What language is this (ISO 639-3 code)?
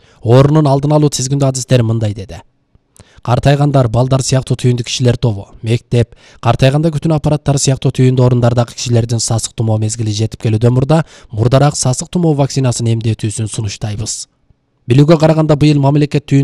kir